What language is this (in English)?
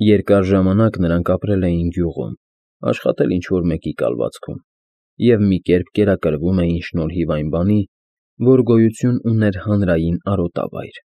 Armenian